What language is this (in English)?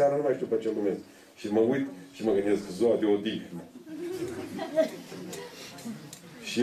Romanian